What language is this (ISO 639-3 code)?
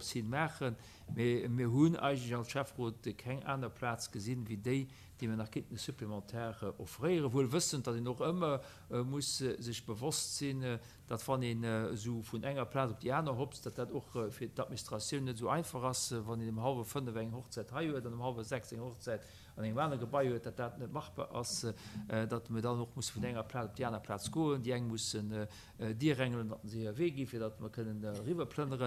ltz